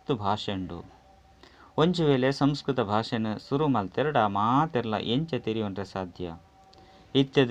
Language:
Tulu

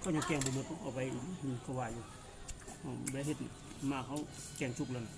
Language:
Northeastern Thai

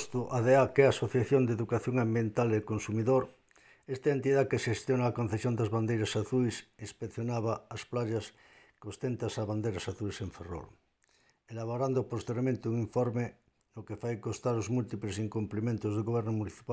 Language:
Galician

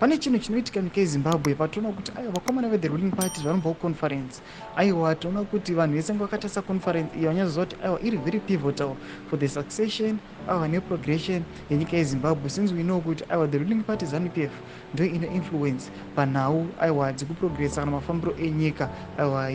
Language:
Shona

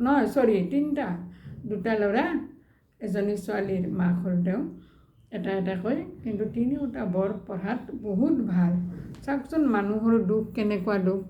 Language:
Assamese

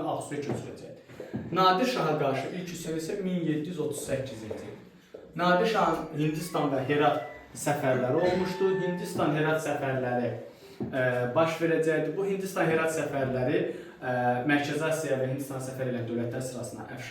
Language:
Azerbaijani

